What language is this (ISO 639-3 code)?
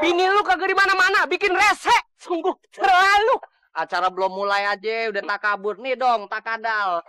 bew